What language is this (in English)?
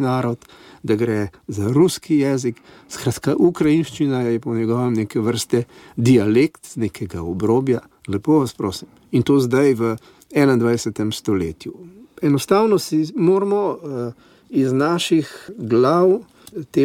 Slovenian